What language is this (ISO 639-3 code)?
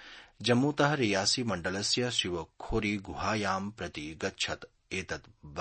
san